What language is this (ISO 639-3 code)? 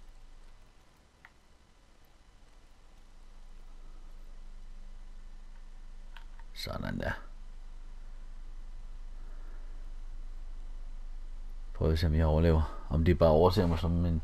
dan